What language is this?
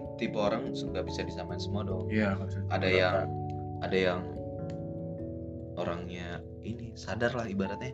Indonesian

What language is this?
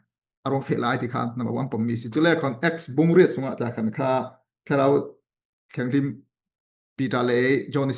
Falam Chin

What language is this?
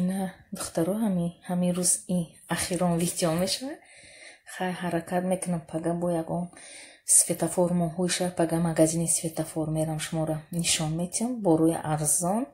Tajik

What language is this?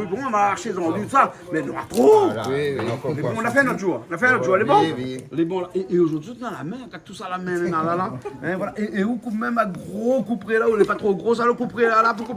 Réunion Creole French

